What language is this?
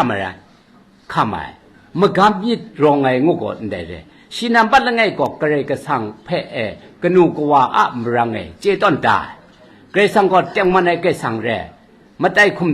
Kachin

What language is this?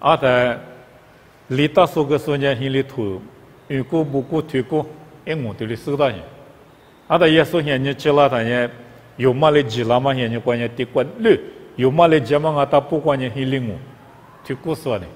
Lisu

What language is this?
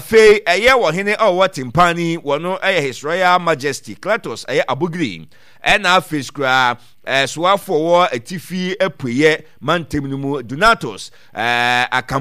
Akan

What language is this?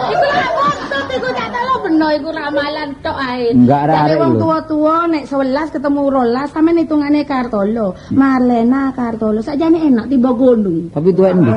Javanese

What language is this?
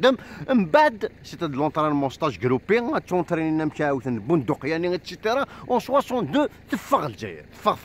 Kabyle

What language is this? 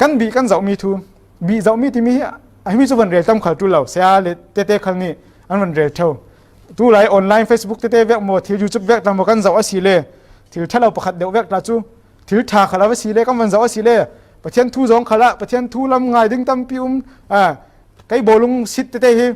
Falam Chin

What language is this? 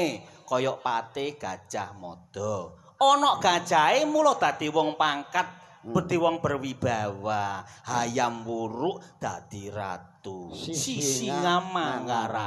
Javanese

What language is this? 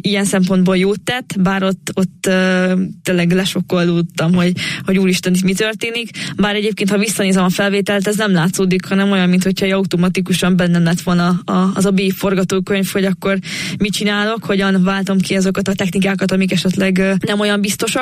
Hungarian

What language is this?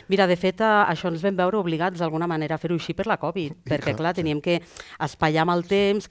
Catalan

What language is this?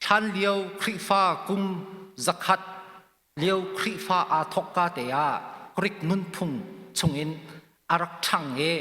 Hakha Chin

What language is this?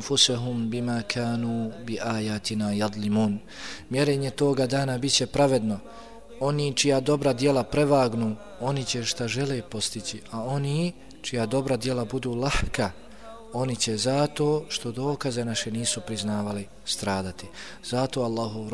Bosnian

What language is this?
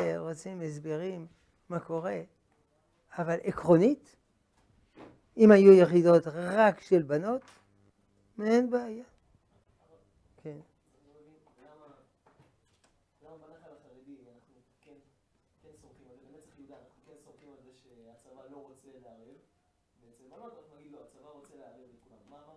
Hebrew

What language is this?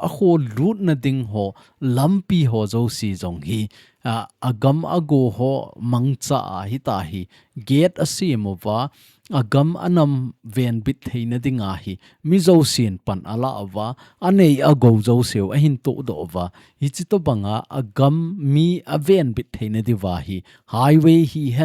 Thado Chin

